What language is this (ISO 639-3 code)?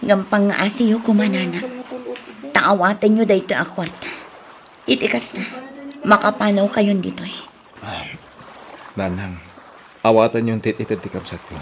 ilo